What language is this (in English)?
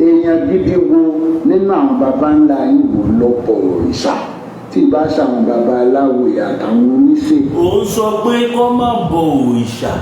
Yoruba